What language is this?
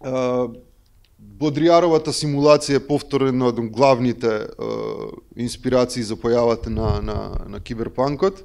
Macedonian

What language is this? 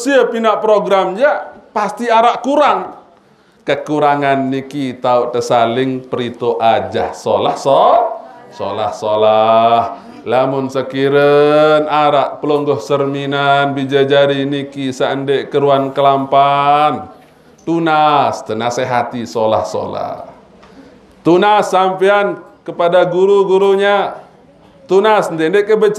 Sasak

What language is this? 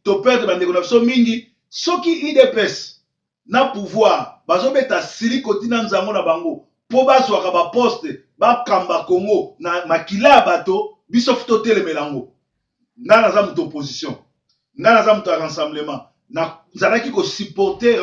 Lingala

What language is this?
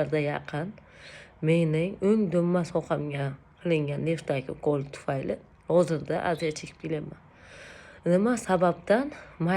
Uzbek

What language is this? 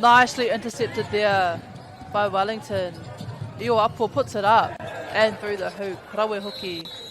Māori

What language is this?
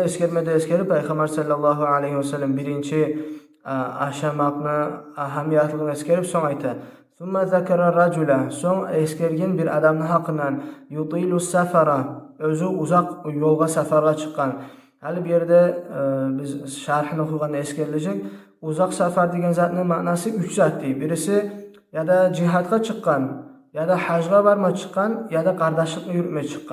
Kumyk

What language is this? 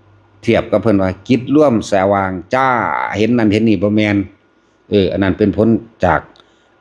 Lao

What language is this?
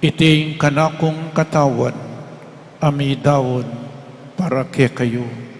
Pampanga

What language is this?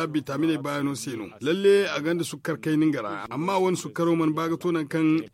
Zarma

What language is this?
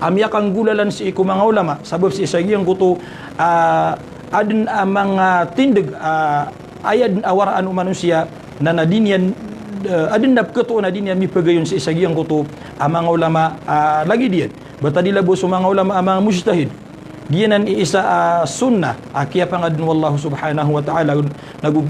Maranao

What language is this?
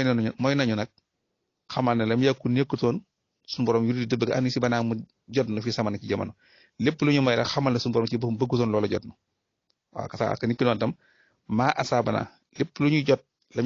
Wolof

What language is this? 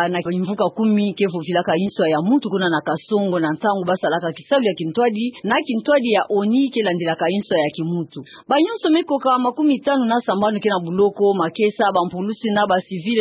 Kituba (Democratic Republic of Congo)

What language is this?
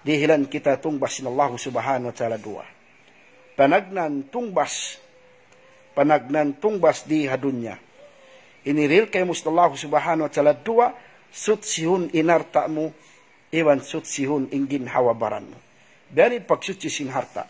Tausug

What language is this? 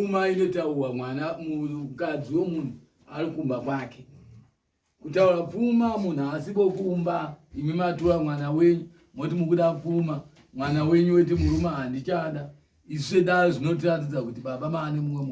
Shona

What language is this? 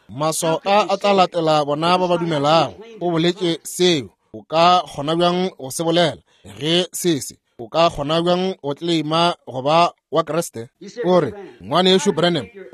Northern Sotho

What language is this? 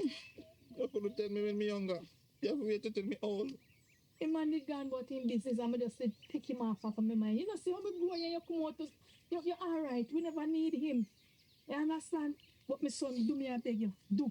Jamaican Creole English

